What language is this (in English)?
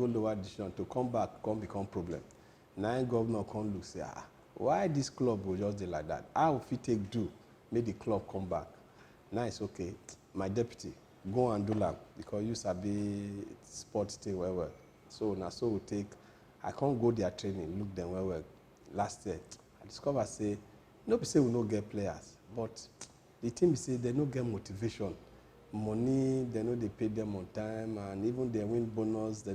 Nigerian Pidgin